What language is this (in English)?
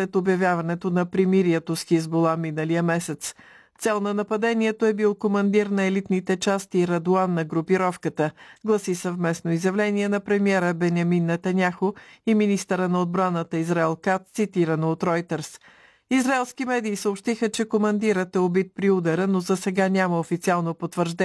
Bulgarian